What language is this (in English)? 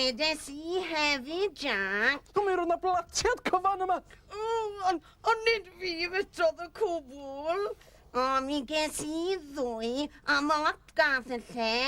Welsh